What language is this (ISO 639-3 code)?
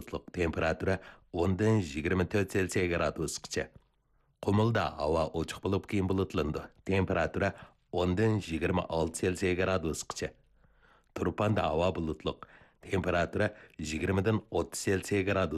uig